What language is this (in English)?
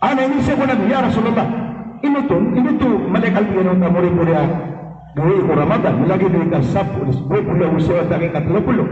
Maranao